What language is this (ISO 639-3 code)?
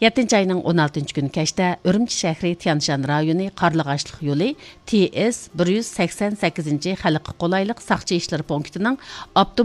uig